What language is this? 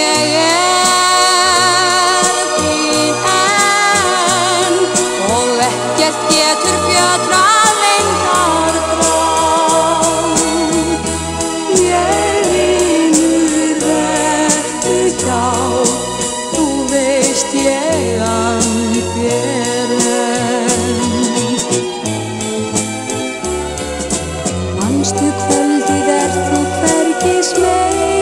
Icelandic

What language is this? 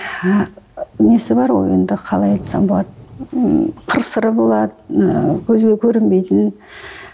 Kazakh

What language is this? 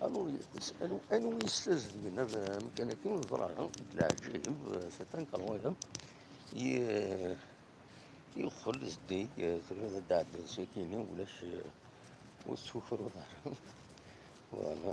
Kabyle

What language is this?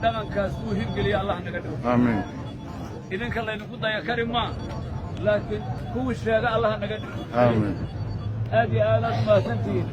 Somali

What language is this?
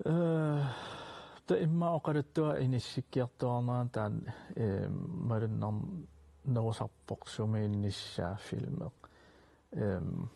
Kalaallisut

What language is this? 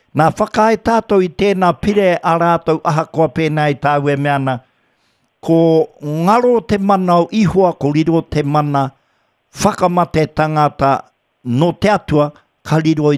Māori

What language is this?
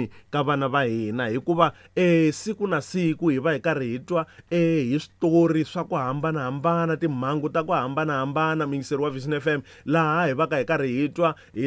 Tsonga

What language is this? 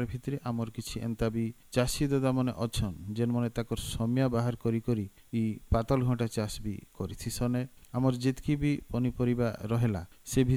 Odia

